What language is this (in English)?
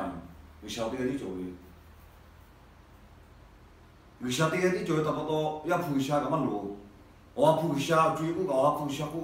Chinese